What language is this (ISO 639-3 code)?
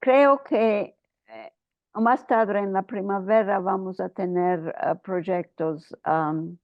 lad